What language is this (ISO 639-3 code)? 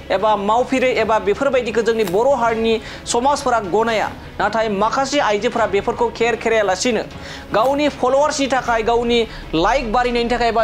brx